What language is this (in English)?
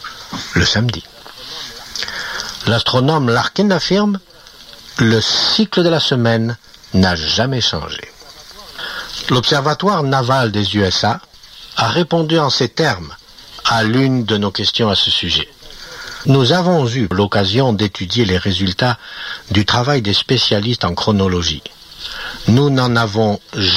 French